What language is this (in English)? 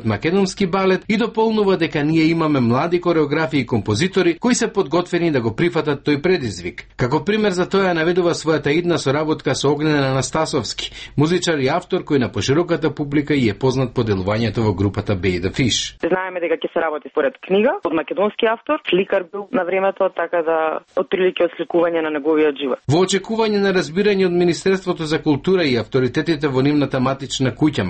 Macedonian